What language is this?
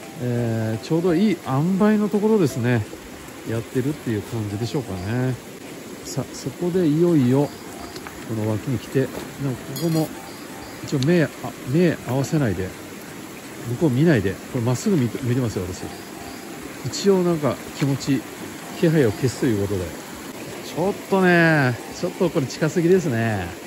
Japanese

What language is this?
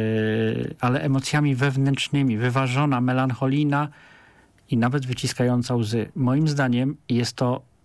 Polish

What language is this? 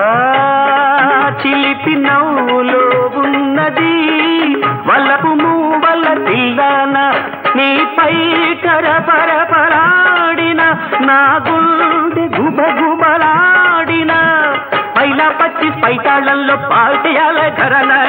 Telugu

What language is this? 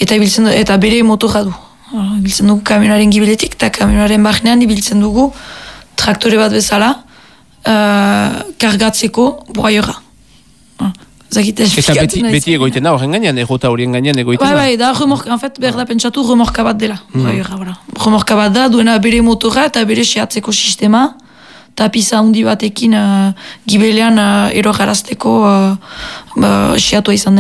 Basque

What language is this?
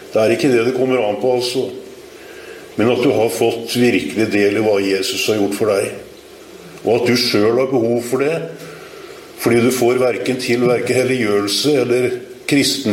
Norwegian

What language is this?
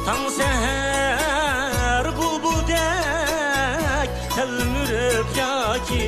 Uyghur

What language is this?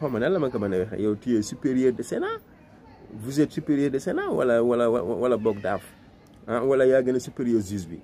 Wolof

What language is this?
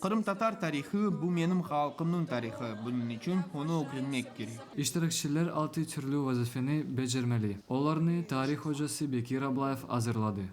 Crimean Tatar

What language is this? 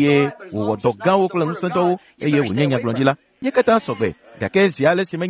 Ewe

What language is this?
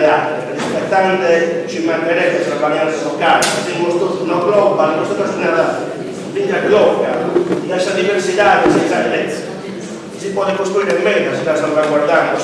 Sardinian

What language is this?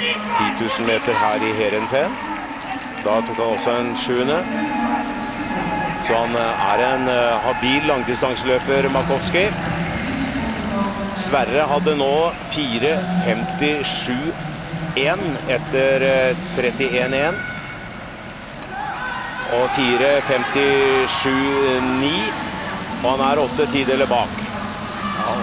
Norwegian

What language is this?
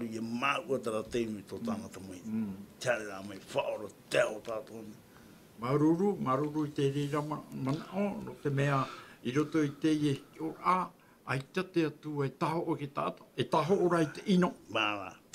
Tahitian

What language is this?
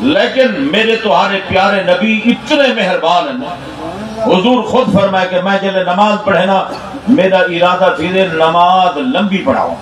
Saraiki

